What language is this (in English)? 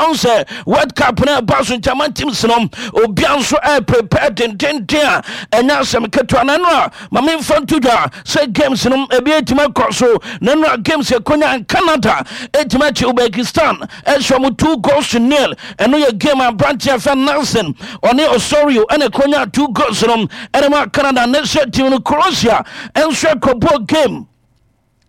Akan